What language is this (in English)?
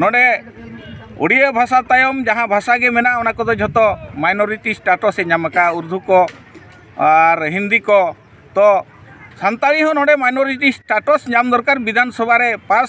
Santali